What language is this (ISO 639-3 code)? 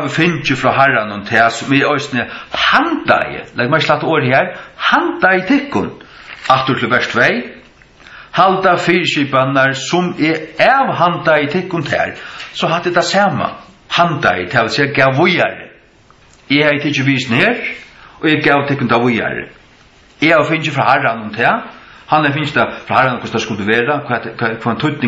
fao